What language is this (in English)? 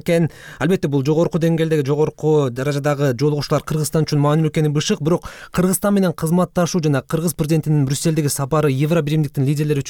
Kyrgyz